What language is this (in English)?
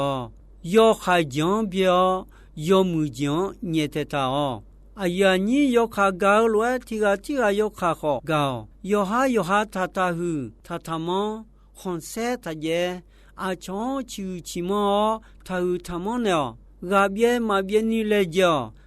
Akha